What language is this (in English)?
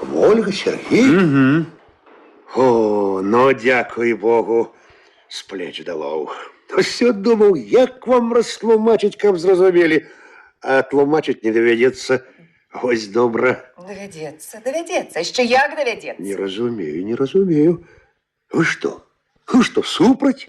Belarusian